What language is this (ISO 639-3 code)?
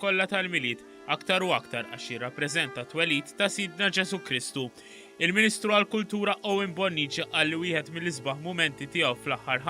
mlt